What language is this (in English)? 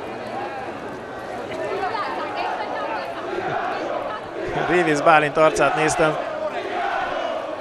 Hungarian